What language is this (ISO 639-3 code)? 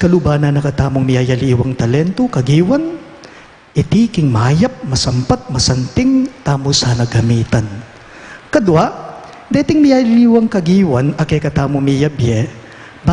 pam